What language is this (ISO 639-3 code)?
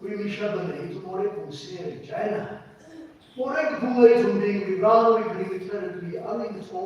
nmf